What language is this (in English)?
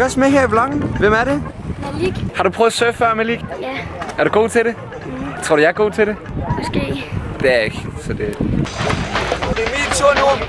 Danish